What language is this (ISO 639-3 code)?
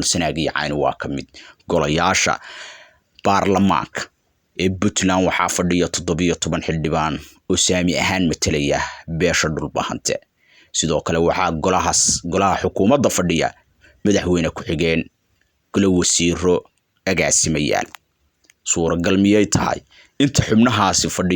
som